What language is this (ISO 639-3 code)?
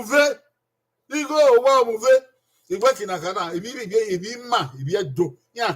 bin